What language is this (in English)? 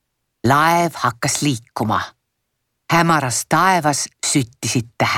Estonian